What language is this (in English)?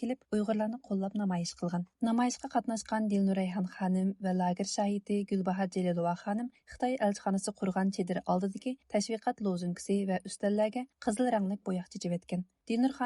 Uyghur